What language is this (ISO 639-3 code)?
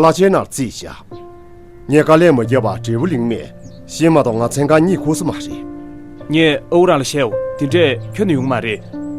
bod